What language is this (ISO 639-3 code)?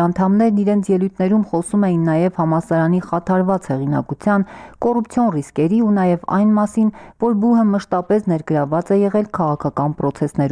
hye